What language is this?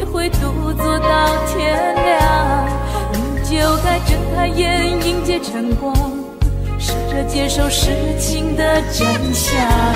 Chinese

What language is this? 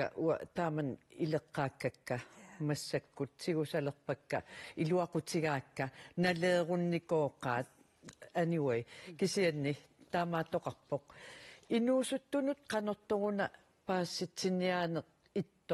Kalaallisut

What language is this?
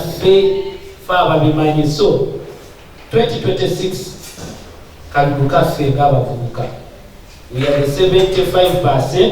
Ganda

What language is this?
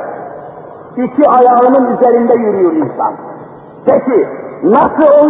Turkish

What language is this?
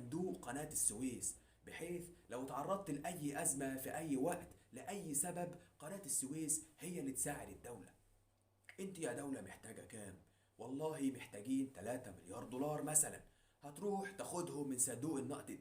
Egyptian Arabic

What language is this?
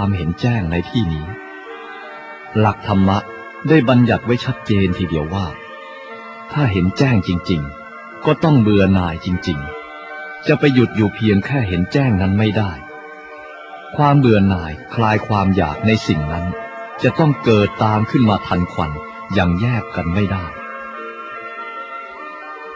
Thai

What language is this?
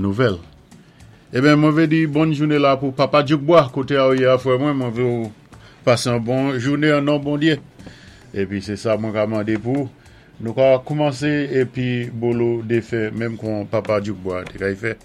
Saint Lucian Creole French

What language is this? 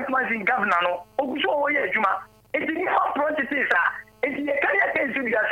Akan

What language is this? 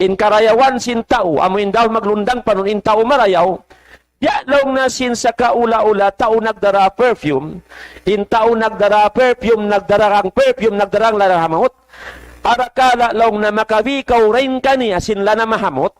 Tausug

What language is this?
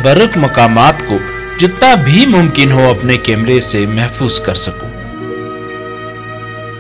Urdu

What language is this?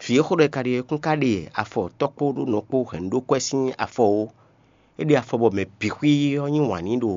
Fon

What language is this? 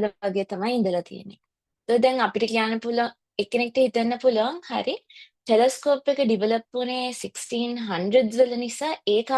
Sinhala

